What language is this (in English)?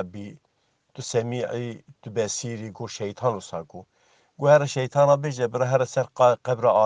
Kurdish